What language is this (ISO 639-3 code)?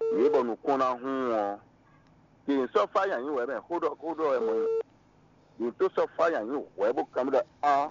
fon